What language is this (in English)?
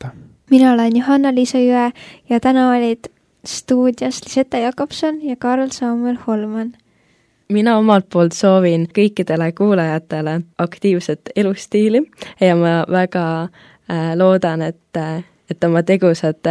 Estonian